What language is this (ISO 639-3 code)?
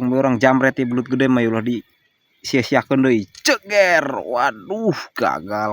sun